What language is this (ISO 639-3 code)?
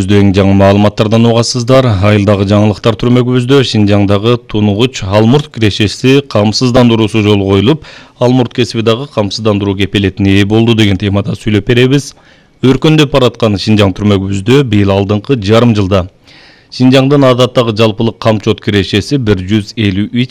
kir